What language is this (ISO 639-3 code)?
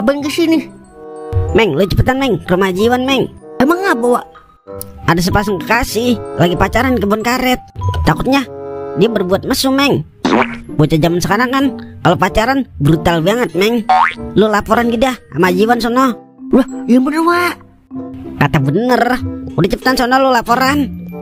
bew